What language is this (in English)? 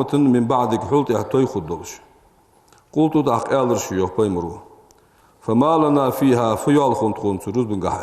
Ingush